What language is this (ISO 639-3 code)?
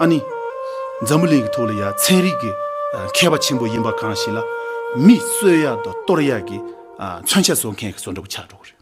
bod